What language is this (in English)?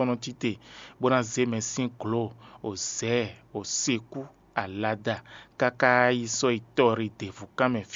Fon